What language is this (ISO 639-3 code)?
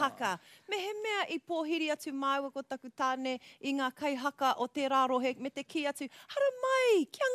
mri